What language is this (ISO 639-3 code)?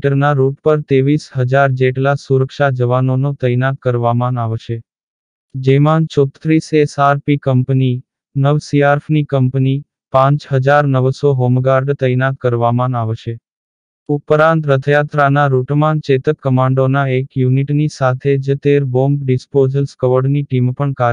guj